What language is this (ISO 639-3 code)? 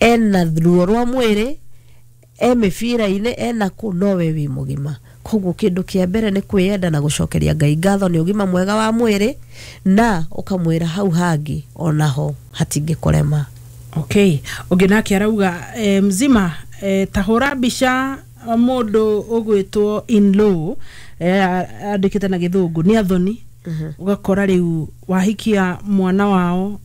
kik